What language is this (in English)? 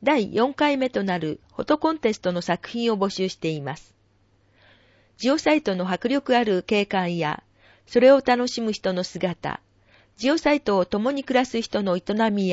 Japanese